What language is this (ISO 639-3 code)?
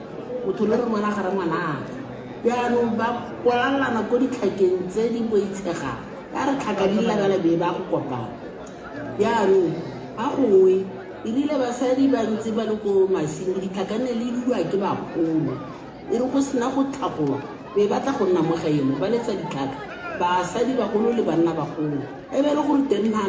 tsn